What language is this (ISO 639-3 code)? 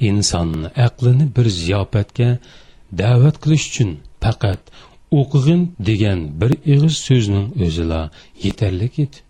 uig